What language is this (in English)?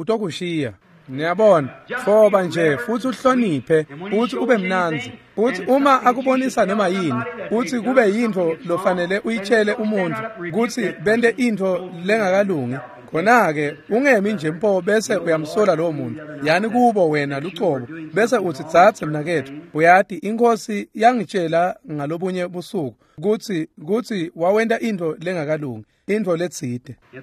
Swati